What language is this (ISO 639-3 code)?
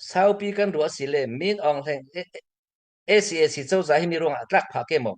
cfm